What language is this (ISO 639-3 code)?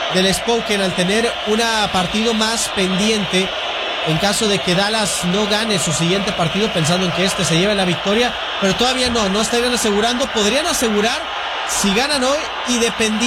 spa